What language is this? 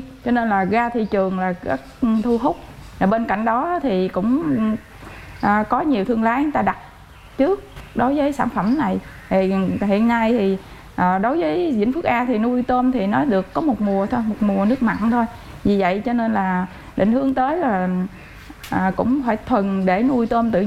Vietnamese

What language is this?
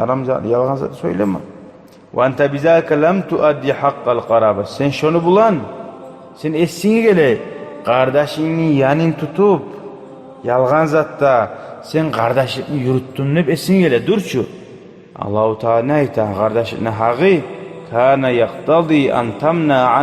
Kumyk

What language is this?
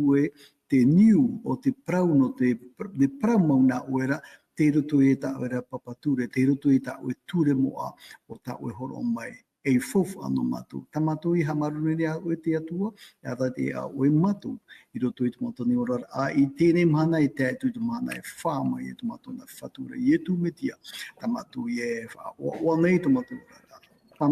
Tahitian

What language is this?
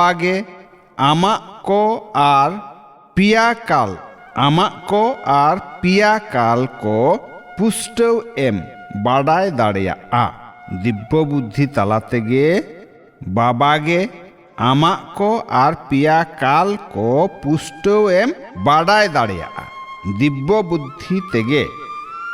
Santali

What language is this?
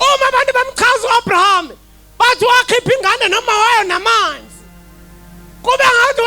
Zulu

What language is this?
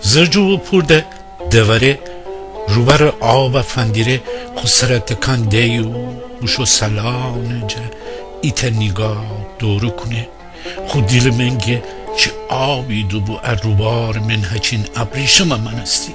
Gilaki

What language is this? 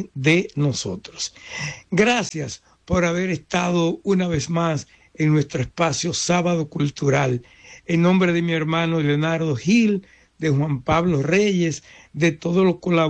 Spanish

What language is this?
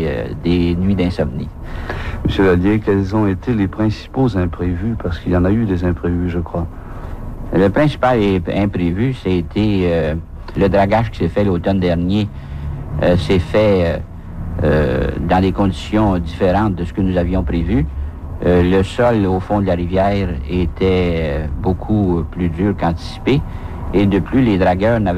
French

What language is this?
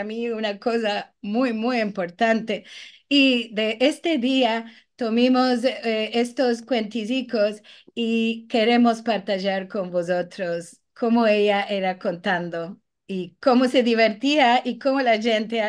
Ladino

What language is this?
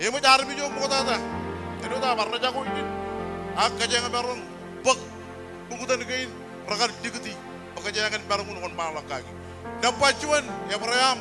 Marshallese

